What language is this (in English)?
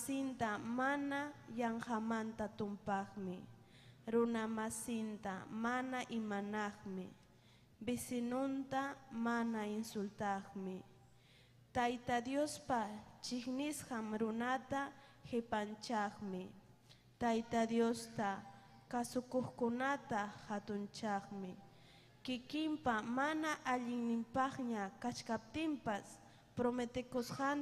Ayacucho Quechua